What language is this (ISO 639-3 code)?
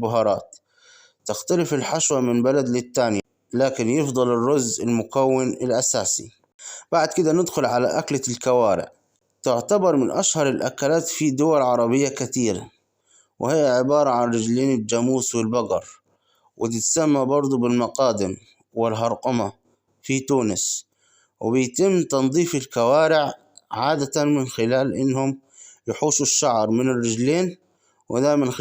arz